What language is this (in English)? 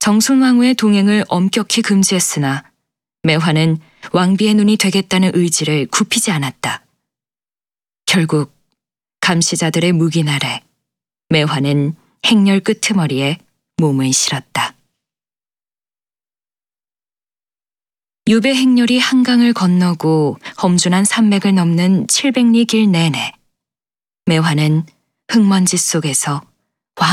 Korean